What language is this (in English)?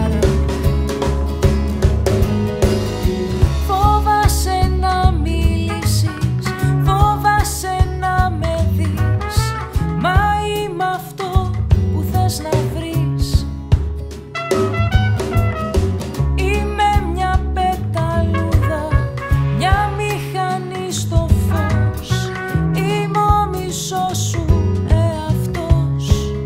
Greek